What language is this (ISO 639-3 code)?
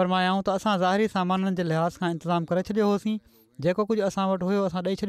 snd